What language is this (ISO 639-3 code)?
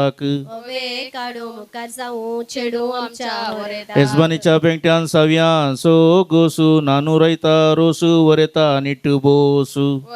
kok